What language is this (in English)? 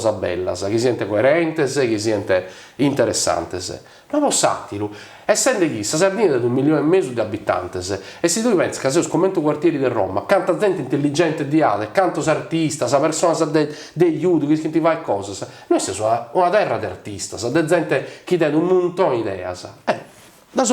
Sardinian